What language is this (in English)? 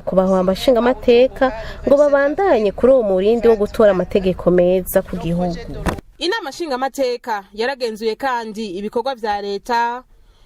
Rundi